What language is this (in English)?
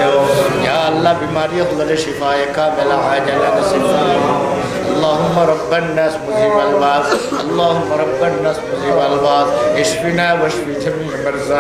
Sylheti